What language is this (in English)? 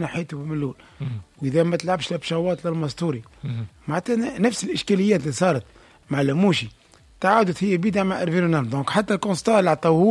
Tunisian Arabic